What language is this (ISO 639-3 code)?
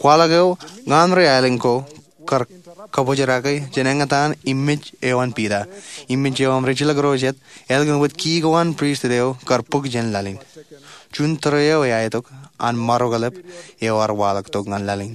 mah